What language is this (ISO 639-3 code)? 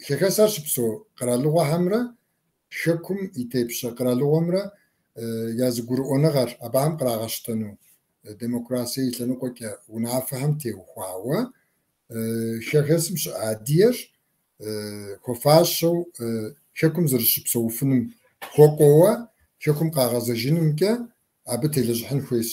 kbd